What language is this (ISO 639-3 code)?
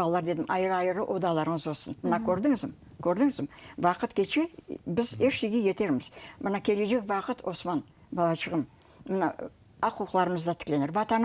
crh